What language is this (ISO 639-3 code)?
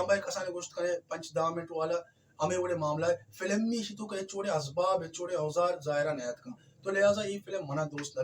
bal